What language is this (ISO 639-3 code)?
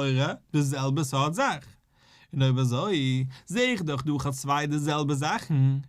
yid